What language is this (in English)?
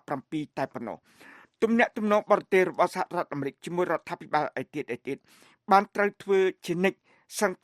Khmer